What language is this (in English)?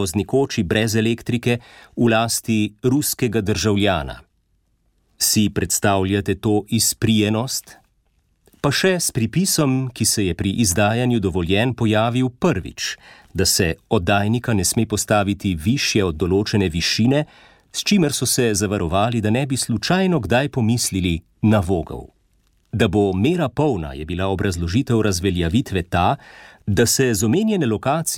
Slovenian